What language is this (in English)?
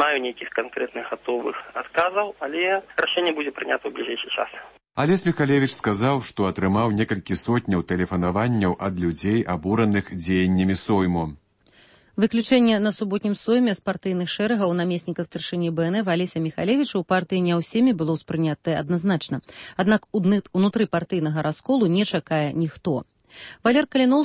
Belarusian